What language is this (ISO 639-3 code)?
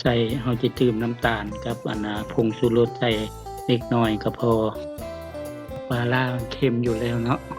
lao